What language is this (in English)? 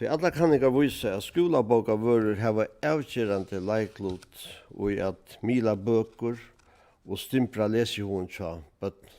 Faroese